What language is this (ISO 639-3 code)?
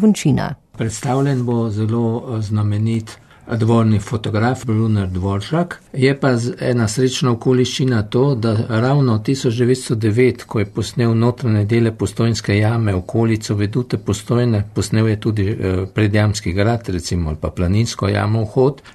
slv